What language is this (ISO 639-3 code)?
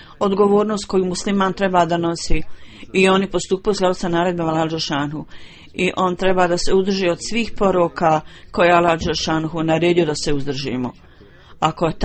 bos